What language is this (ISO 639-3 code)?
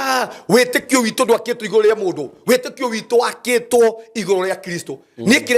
kik